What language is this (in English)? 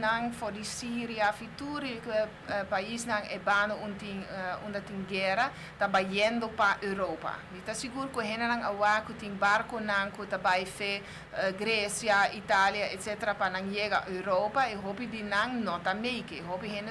Papiamento